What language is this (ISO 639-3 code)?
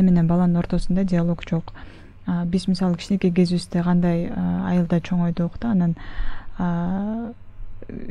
kir